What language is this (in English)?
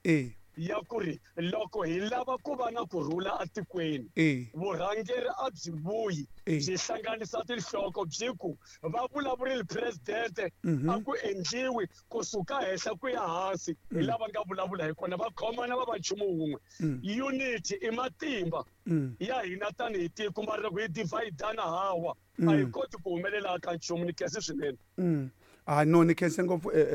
Tsonga